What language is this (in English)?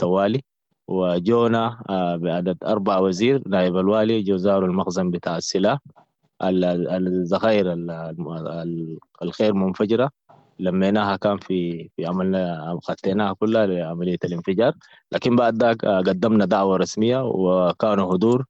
Sudanese Arabic